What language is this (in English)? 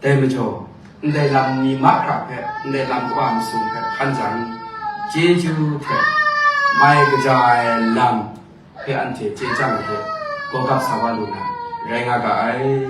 Kachin